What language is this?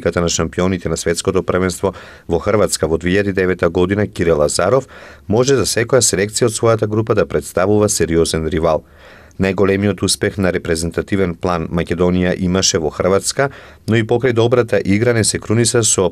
Macedonian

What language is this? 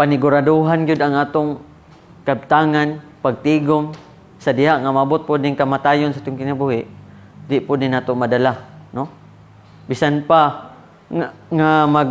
Cebuano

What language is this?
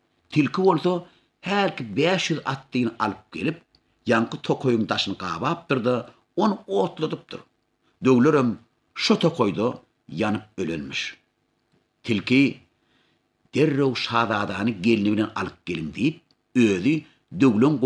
Turkmen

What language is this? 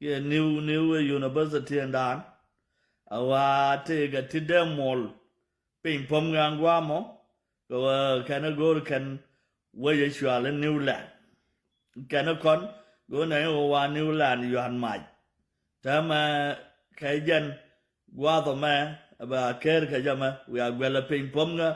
Nuer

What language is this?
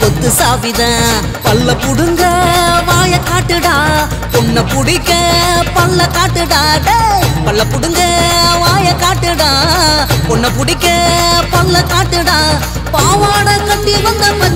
Tamil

